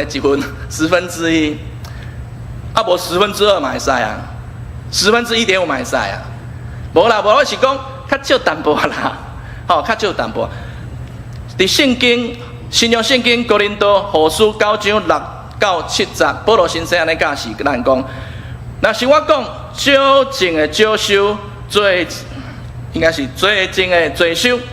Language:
Min Nan Chinese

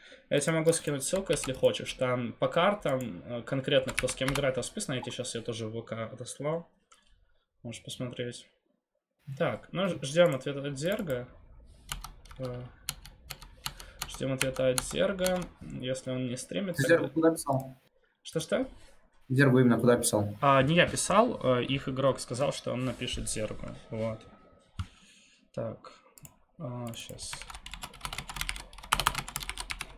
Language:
Russian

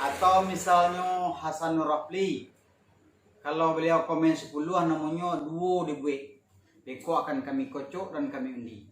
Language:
Minangkabau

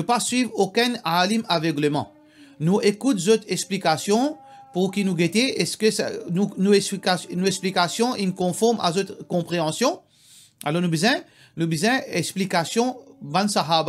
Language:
Morisyen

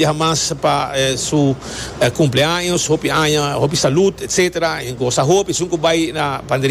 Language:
Papiamento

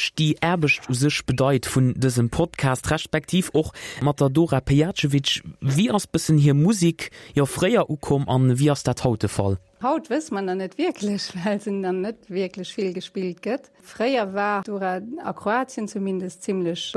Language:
Luxembourgish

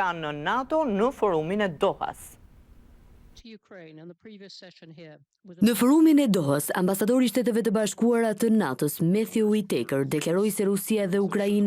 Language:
Albanian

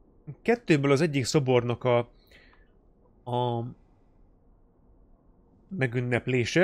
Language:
Hungarian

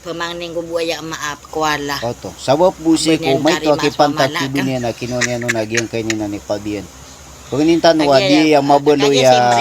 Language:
Maranao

